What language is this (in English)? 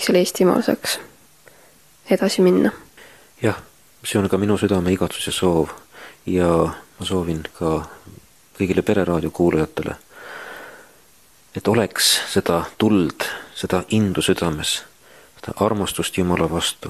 Estonian